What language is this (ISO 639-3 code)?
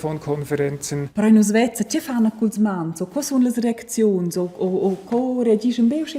roh